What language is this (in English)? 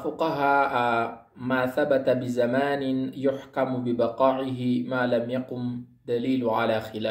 Maranao